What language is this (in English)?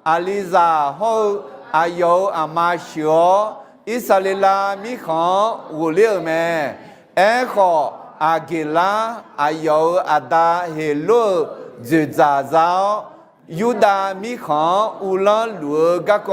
Akha